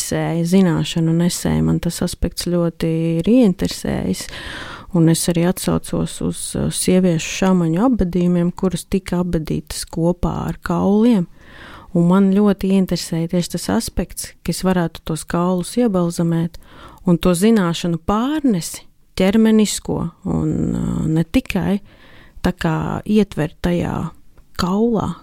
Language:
Latvian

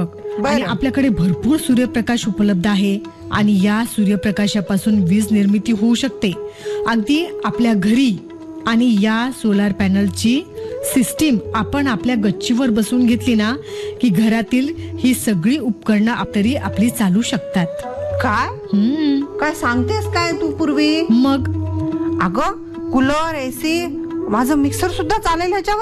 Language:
Marathi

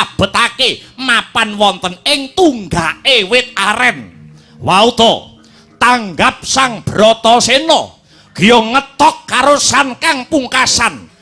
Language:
Javanese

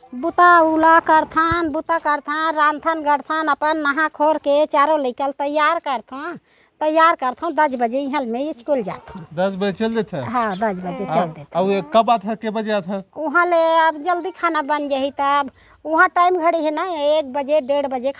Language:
Chhattisgarhi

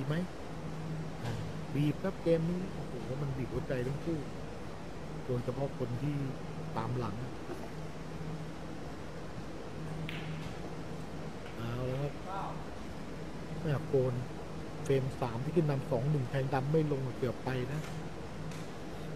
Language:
Thai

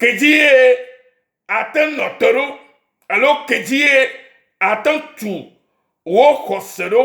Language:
Ewe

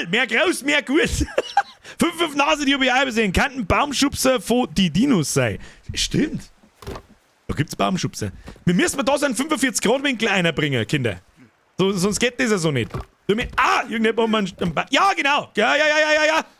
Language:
Bavarian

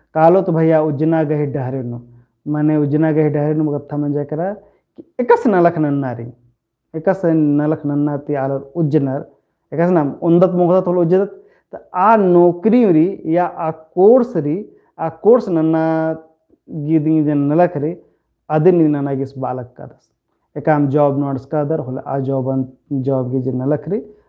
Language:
Kurukh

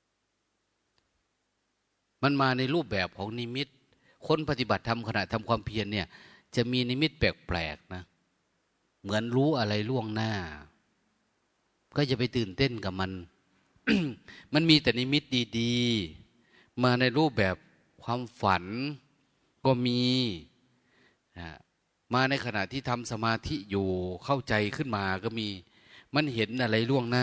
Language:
Thai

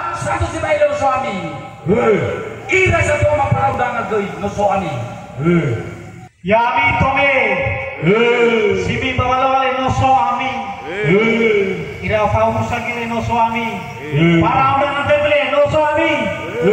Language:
Nias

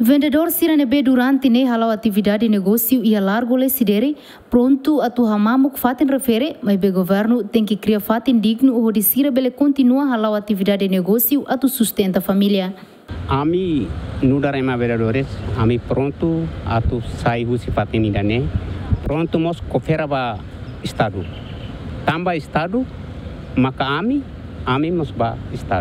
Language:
Tetum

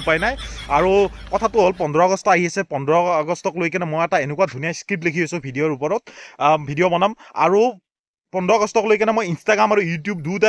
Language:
Assamese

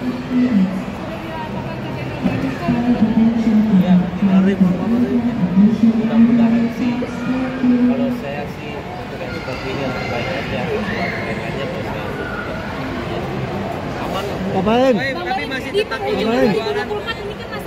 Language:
Indonesian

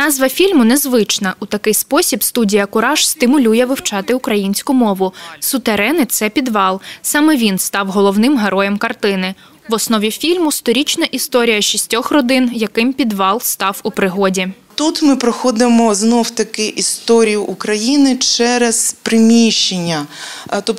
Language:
Ukrainian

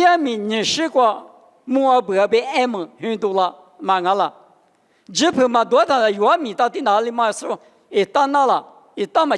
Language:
Lisu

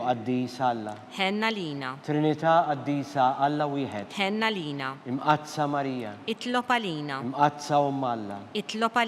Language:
Maltese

